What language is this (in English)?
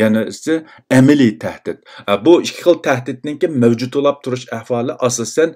Uyghur